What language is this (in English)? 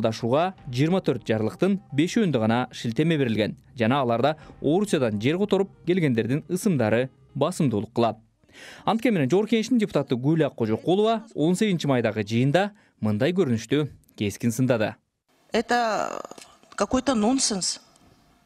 Kyrgyz